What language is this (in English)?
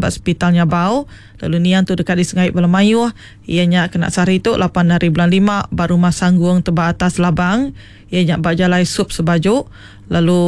Iban